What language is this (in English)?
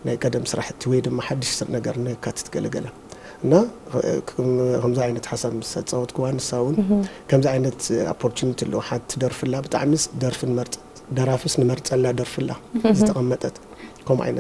Tigrinya